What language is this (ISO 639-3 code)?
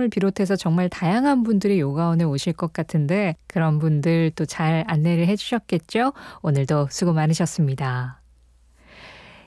kor